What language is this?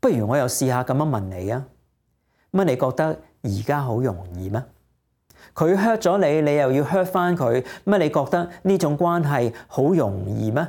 Cantonese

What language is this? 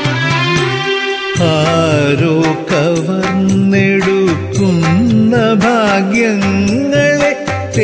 Malayalam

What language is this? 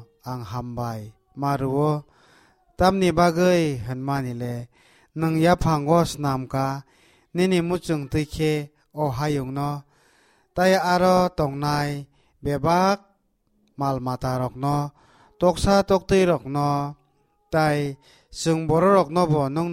Kok Borok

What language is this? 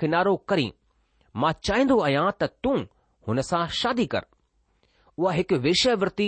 Sindhi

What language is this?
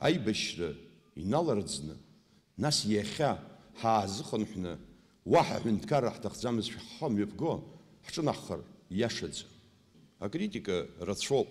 Abkhazian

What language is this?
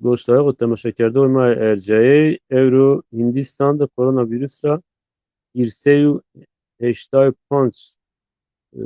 Zaza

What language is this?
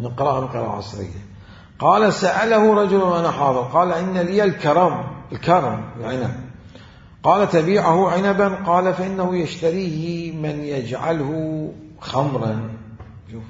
Mesopotamian Arabic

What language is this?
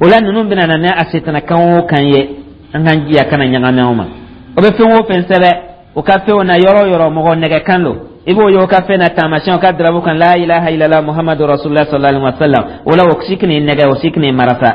Dyula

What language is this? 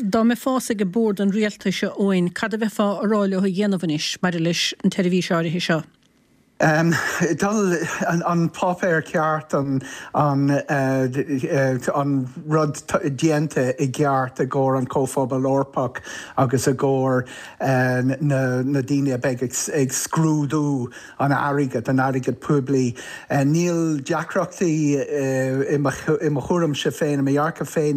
Irish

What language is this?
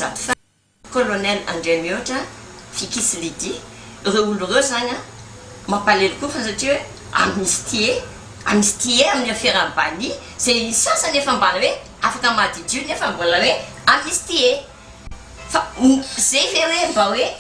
Malagasy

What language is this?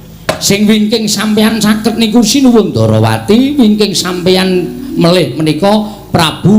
Javanese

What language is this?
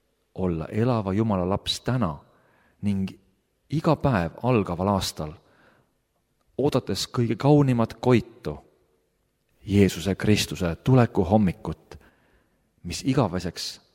Estonian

